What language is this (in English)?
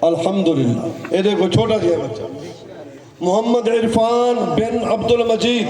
Saraiki